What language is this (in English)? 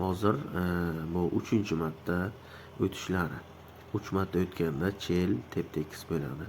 Uzbek